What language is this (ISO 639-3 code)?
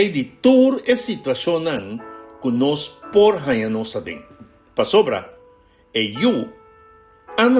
pap